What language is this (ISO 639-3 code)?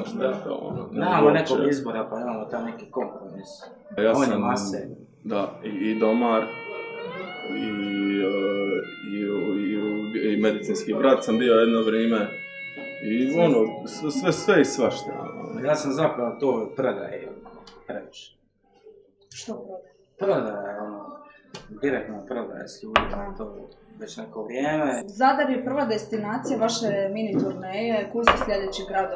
hrv